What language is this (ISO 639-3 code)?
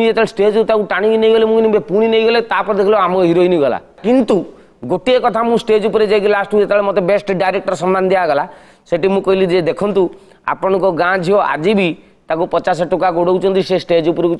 ori